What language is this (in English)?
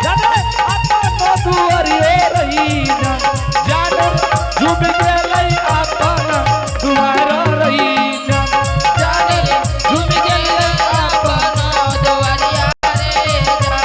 Angika